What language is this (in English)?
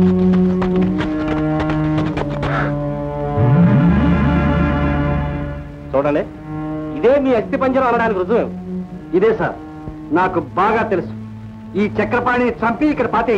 Telugu